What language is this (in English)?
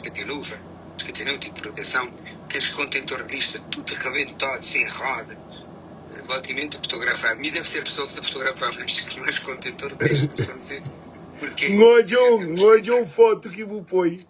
Kabuverdianu